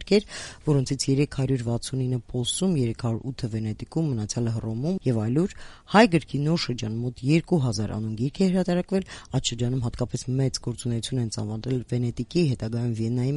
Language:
Armenian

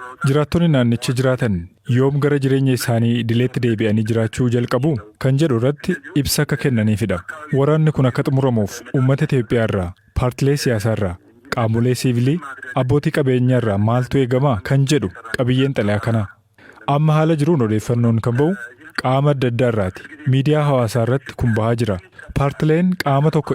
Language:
Oromo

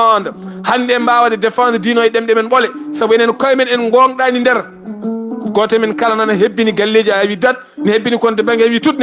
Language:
Fula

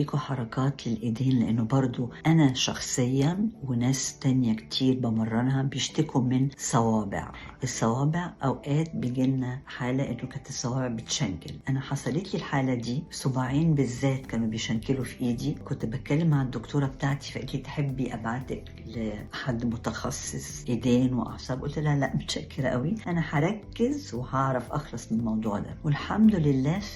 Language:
Egyptian Arabic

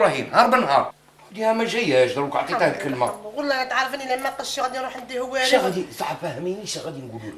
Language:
Algerian Arabic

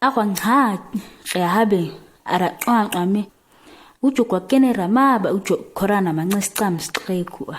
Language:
ǁGana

